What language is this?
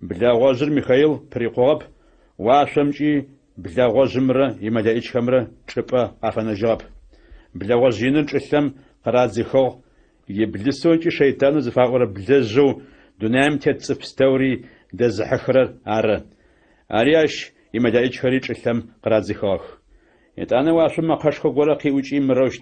Adyghe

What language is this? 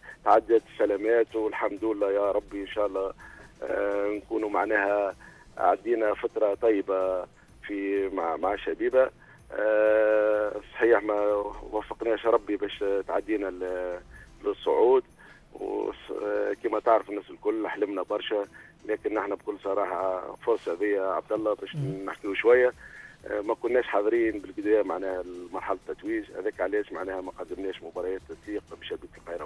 Tunisian Arabic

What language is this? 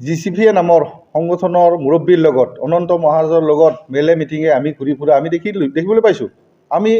Assamese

